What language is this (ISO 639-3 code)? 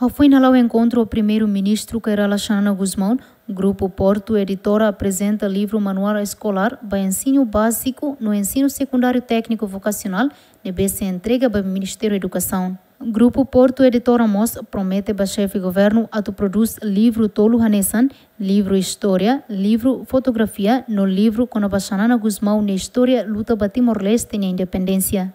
tet